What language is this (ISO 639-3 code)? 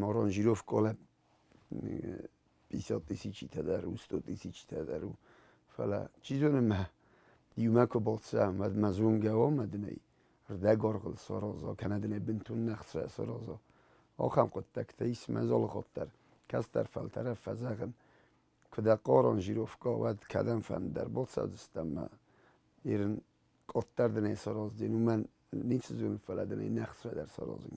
oss